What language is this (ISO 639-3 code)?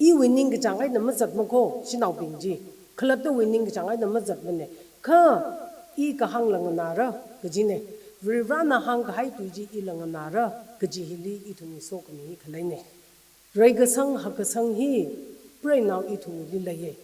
nmf